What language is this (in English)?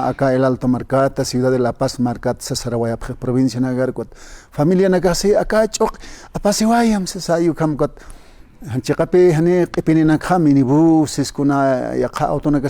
Aymara